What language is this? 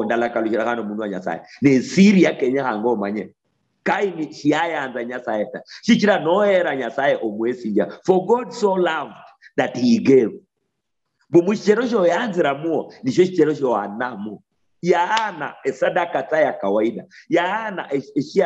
Luyia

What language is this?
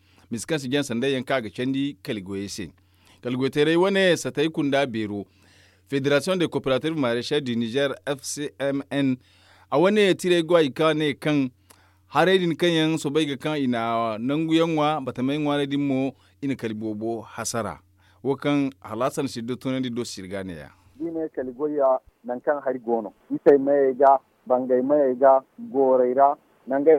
Zarma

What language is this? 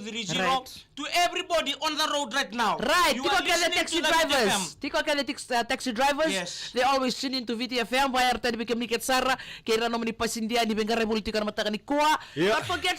Fijian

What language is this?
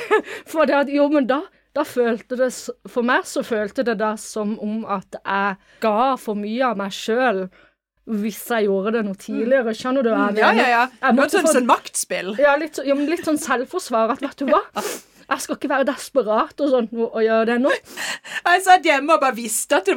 Norwegian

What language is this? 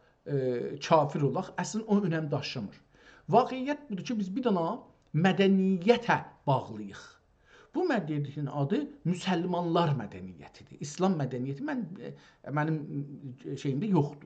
South Azerbaijani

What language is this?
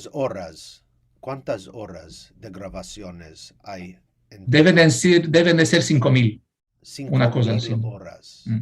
Ladino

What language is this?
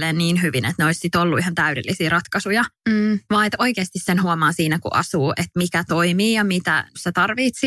Finnish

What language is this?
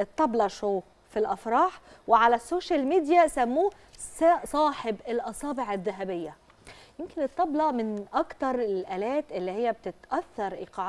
Egyptian Arabic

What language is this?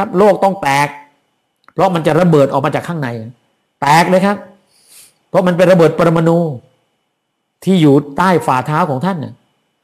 Thai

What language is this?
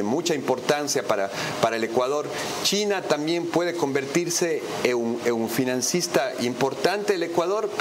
Spanish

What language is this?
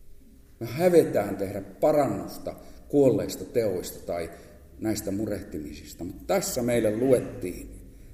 Finnish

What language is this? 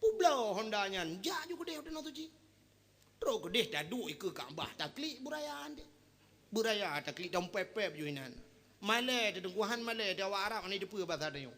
Achinese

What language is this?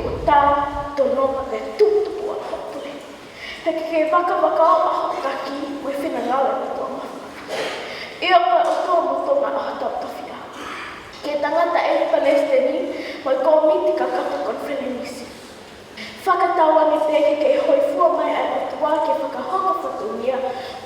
Tongan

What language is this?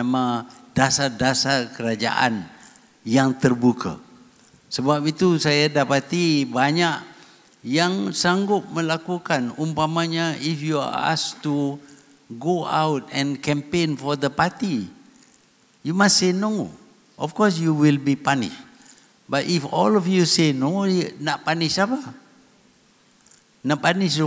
Malay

